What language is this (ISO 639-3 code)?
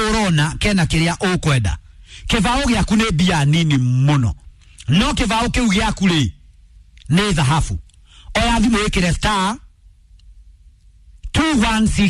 kik